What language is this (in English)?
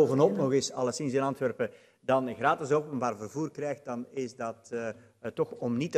Dutch